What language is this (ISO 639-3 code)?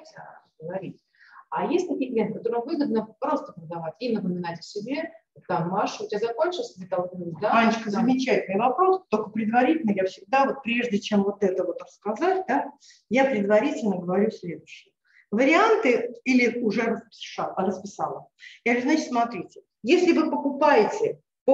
rus